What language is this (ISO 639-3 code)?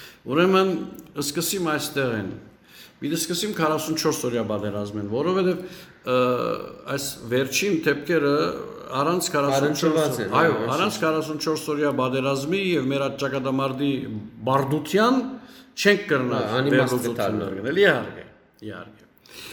hyw